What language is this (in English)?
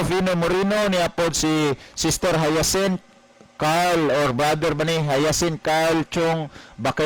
Cebuano